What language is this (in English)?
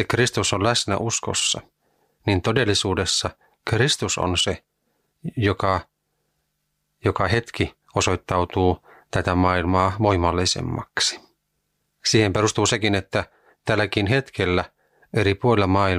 Finnish